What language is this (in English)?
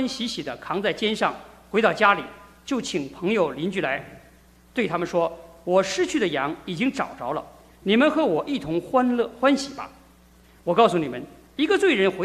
Chinese